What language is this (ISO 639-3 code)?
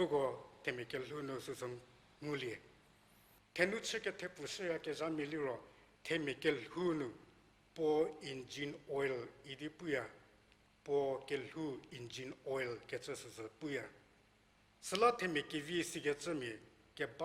njm